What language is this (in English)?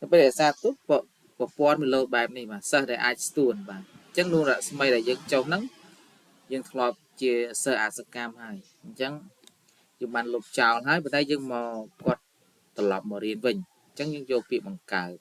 Khmer